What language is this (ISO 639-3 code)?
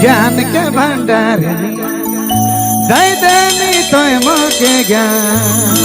sck